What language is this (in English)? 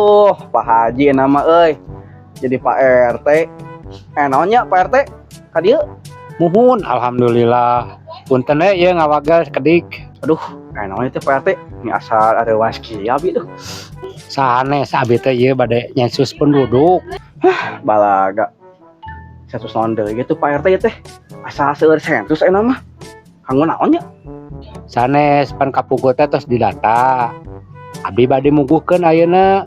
Sundanese